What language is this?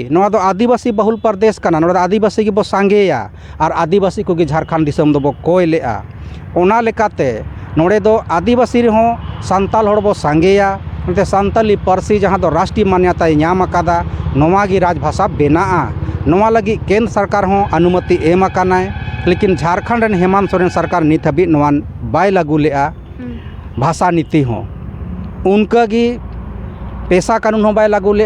Santali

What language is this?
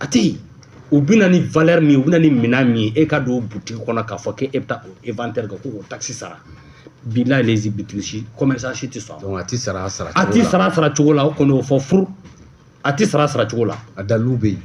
Bambara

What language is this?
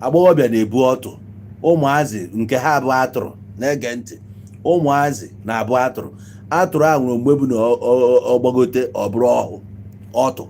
Igbo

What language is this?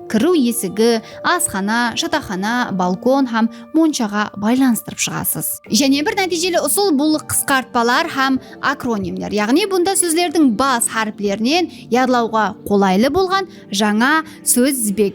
Kara-Kalpak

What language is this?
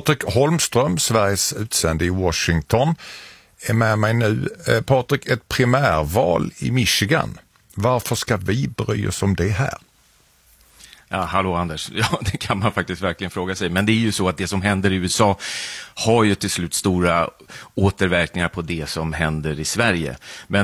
Swedish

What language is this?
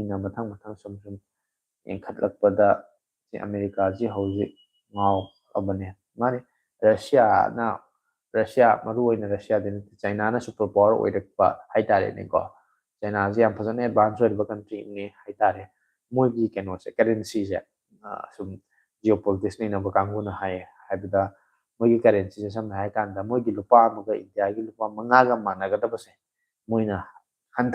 Manipuri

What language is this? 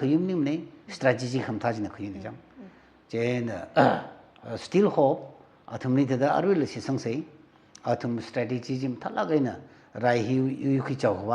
Tangkhul Naga (India)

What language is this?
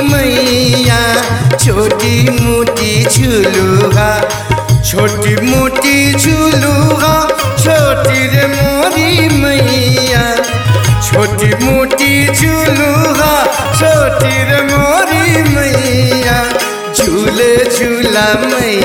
Bhojpuri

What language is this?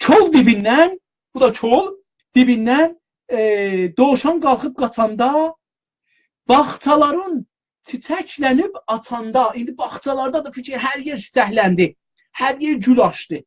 South Azerbaijani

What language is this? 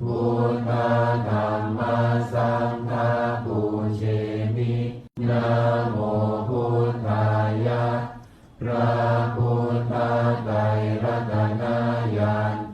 Pali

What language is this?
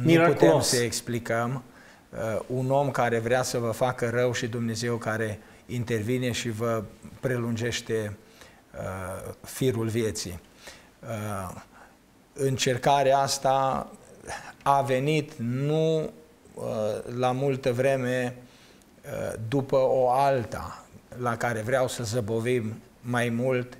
Romanian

